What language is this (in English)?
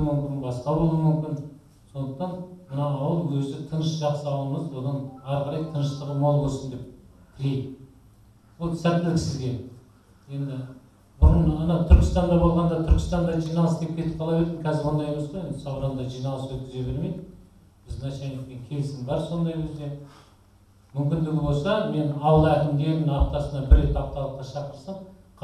Kazakh